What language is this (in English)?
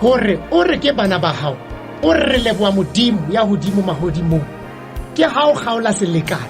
Southern Sotho